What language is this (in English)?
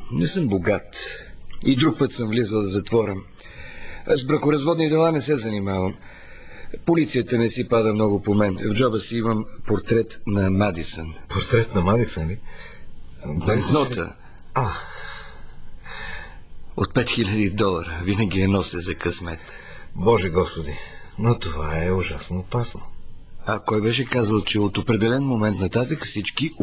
Bulgarian